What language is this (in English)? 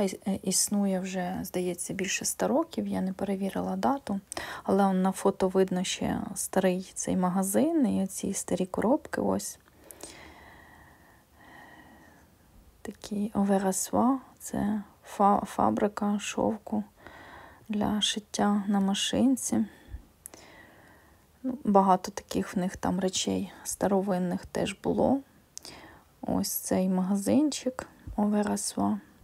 Ukrainian